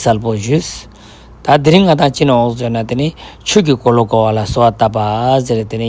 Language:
Ladakhi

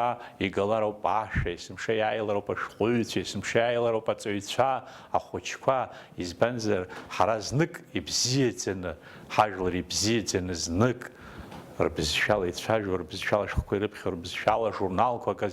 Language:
Abkhazian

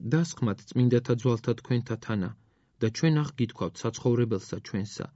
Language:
Georgian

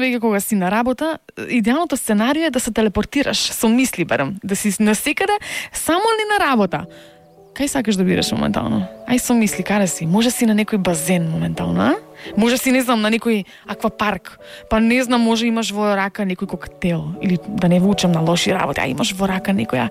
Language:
Macedonian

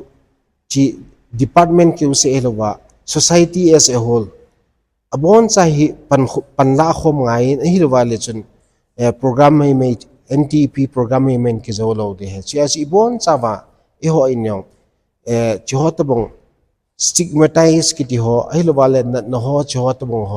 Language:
Thado Chin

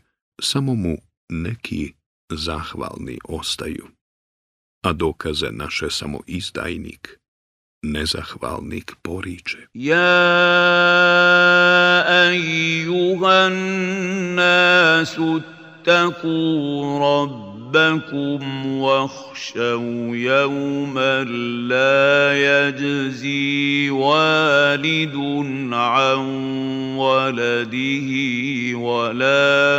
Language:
Bosnian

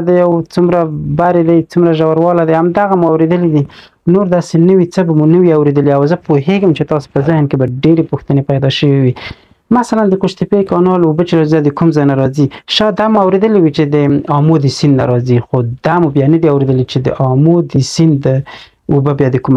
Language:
Pashto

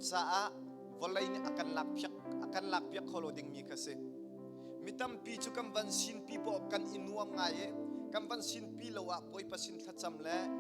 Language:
Hakha Chin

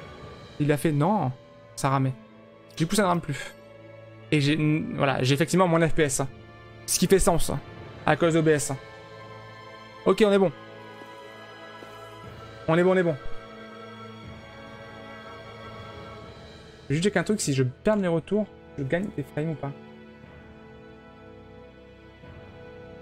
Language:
French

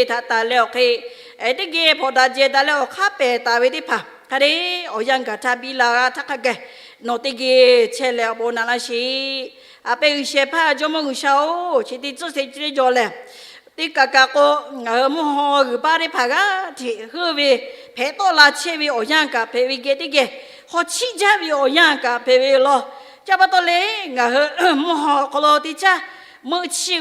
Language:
Lahu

